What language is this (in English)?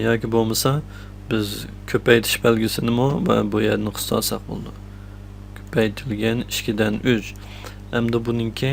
Uyghur